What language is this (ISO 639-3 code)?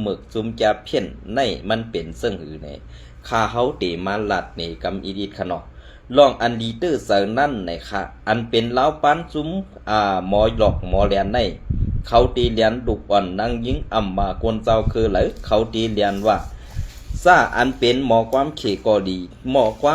shn